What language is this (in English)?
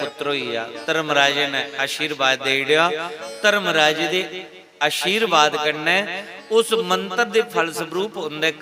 Dogri